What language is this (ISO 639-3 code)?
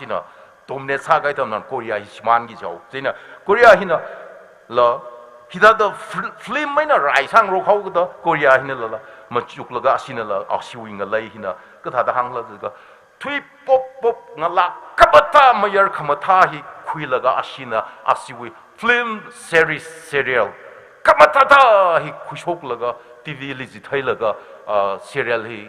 nmf